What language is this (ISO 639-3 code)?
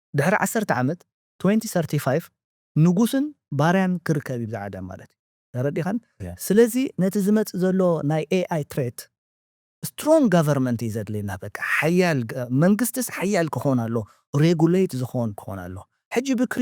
tir